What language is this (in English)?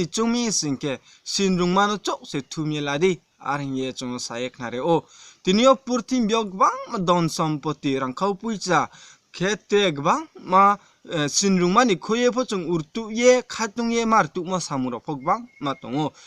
Riang (India)